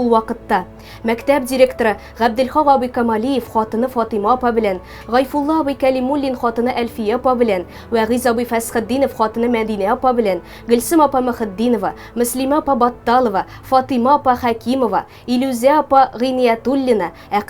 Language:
Tatar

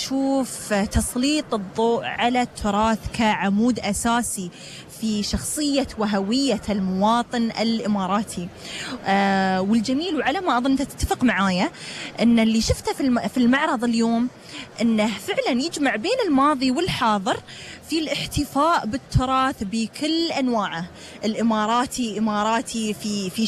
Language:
Gulf Arabic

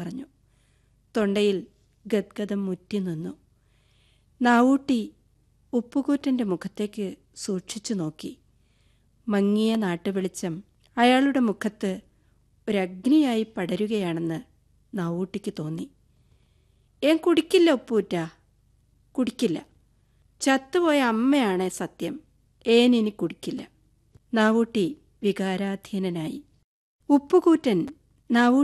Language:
Malayalam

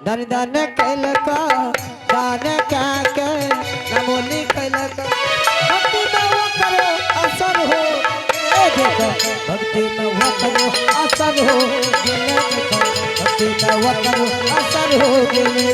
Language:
Angika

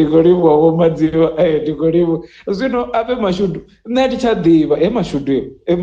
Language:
Venda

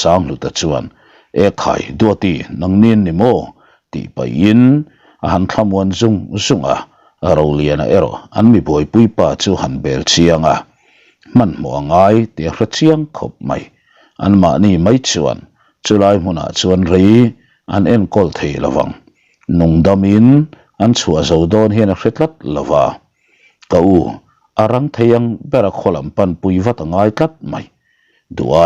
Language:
Mizo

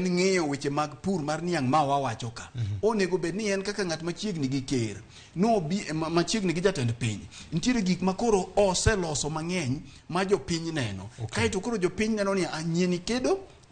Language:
Luo (Kenya and Tanzania)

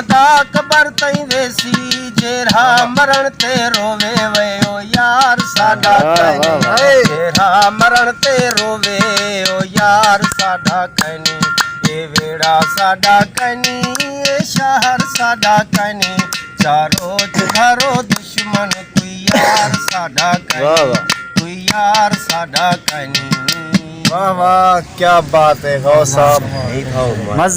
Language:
Saraiki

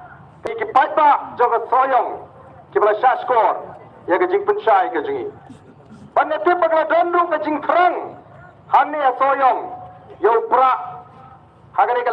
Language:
Khasi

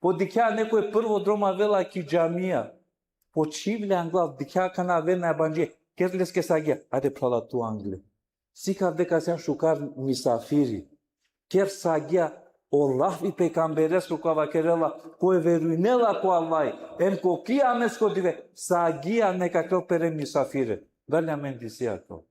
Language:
Balkan Romani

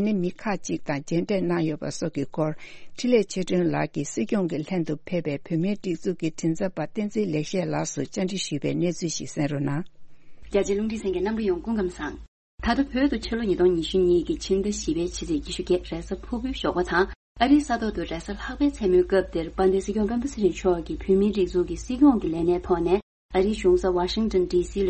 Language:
Tibetan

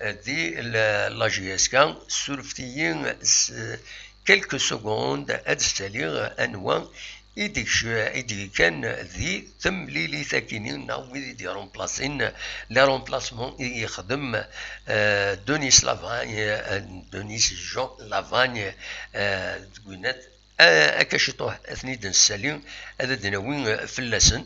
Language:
Kabyle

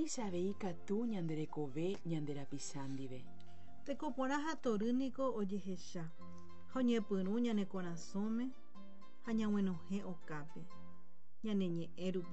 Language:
Guarani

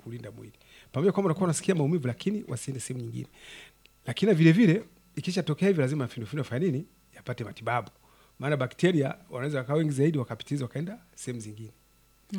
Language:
Swahili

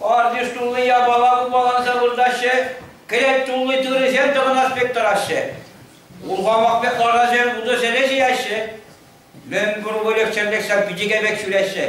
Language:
Chuvash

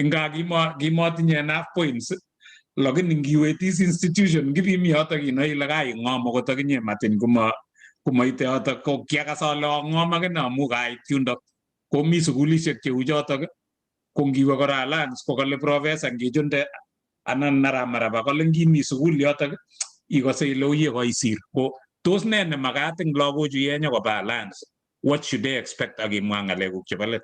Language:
Kalenjin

